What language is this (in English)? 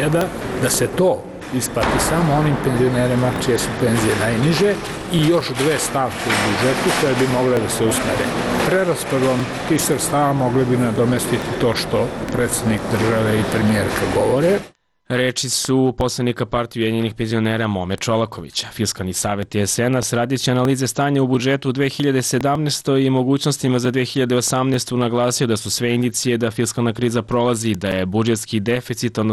Serbian